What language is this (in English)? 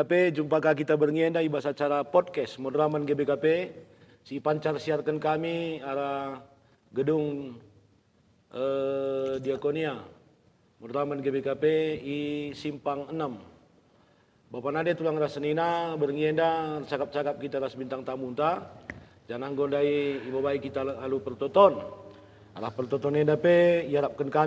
Batak Karo